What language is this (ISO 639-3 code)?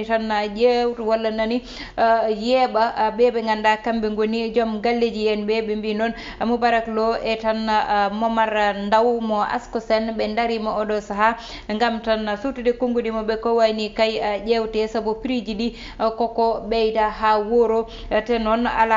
ful